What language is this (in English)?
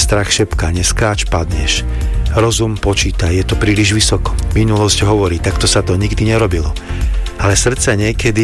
Slovak